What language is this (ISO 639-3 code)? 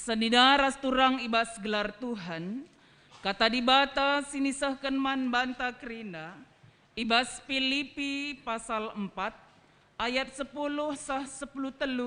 btx